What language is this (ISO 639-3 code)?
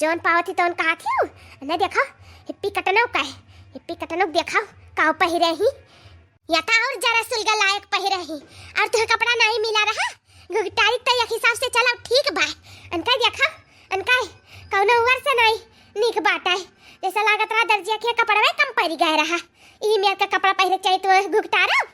awa